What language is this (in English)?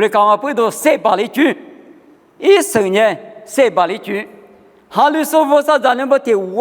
Lisu